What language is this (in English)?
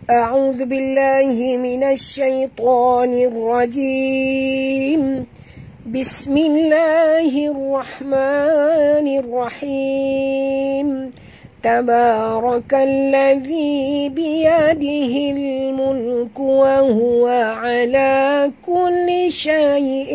Malay